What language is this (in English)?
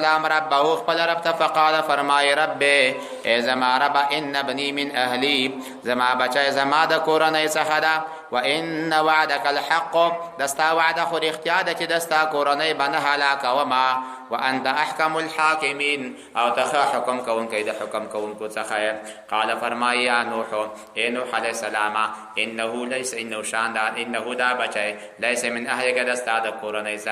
Pashto